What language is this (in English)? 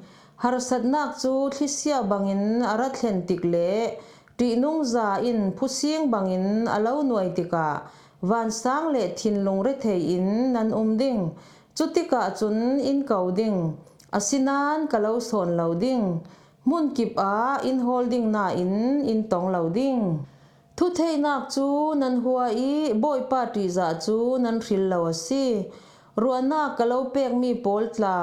Falam Chin